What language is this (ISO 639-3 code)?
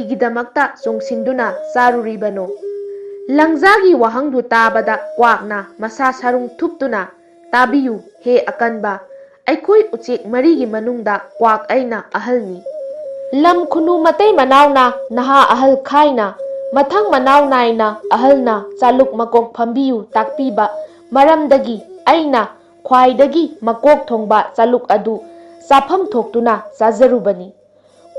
mni